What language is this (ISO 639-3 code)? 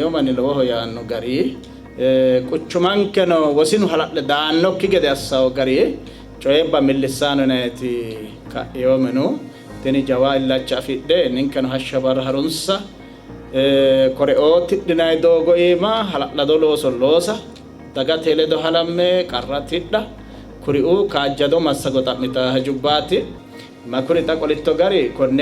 sid